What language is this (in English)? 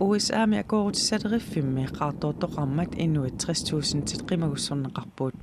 Kalaallisut